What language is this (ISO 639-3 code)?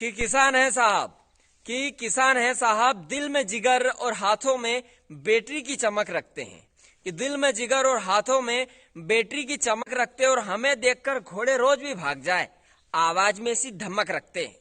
raj